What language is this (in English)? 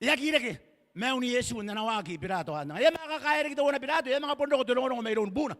Gilbertese